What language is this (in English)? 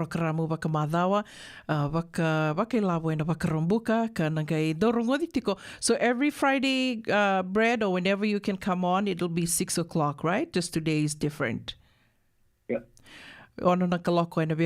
Fijian